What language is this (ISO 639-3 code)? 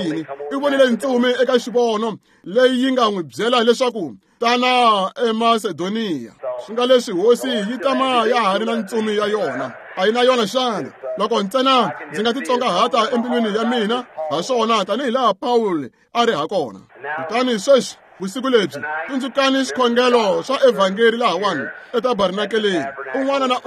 tso